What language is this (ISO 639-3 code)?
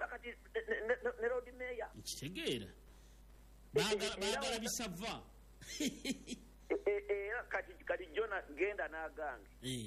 lug